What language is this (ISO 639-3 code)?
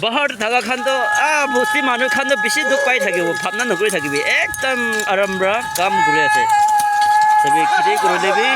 nag